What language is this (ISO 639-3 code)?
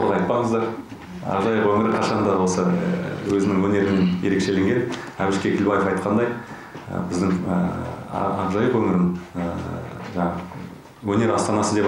kaz